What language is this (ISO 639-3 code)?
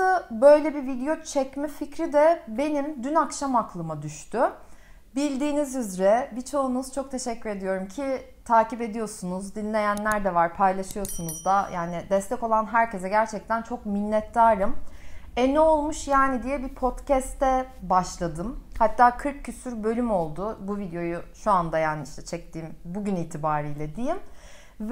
tur